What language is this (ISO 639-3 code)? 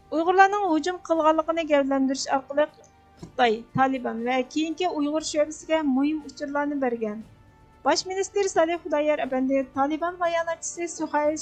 uig